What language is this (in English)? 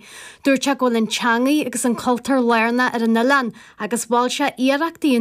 Irish